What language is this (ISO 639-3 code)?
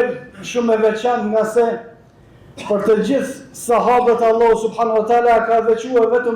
sqi